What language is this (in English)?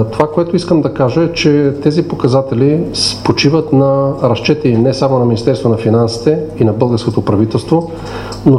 Bulgarian